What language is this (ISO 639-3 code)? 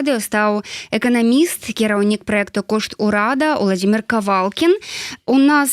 bel